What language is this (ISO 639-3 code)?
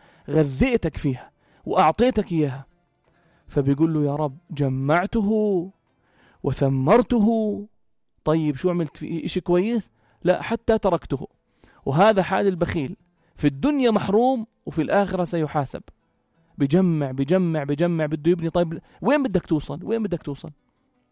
apc